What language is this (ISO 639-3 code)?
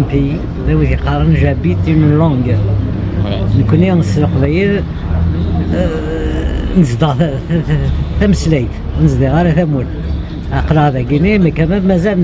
kab